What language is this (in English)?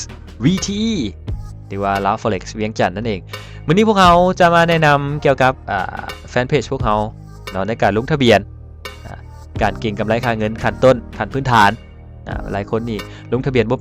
Lao